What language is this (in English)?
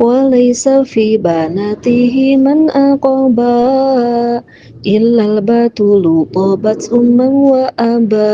Sundanese